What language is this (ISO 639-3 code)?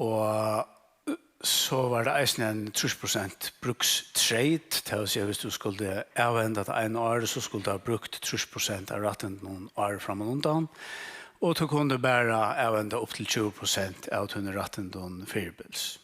fao